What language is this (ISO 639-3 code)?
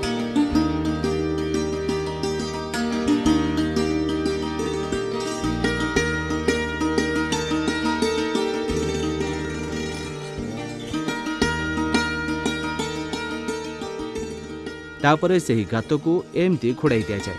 ori